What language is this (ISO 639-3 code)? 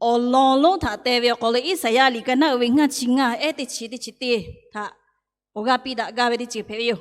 lhu